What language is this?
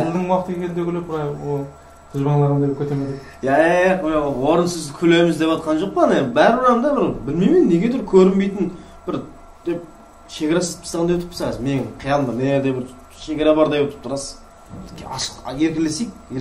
Kara-Kalpak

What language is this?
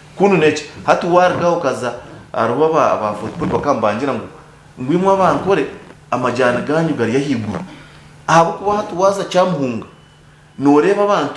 Nyankole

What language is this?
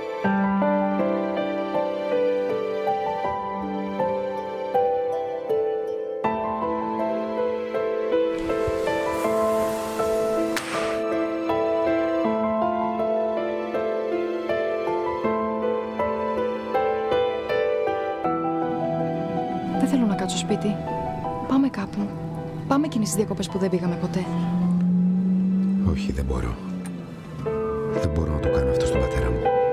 Greek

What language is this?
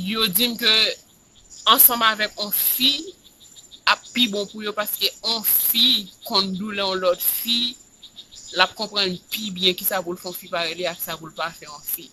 Haitian Creole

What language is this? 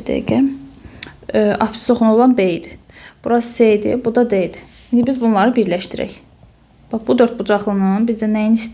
Azerbaijani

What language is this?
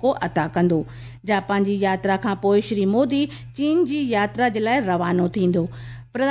Sindhi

